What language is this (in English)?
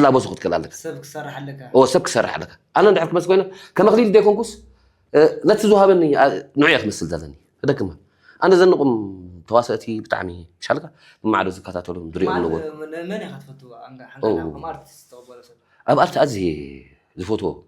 Tigrinya